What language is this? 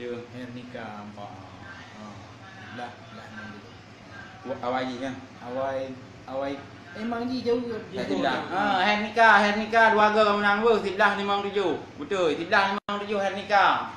Achinese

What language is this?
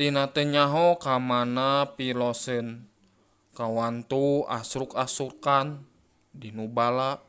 Sundanese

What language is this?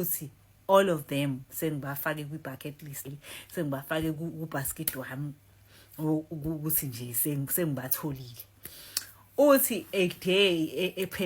Zulu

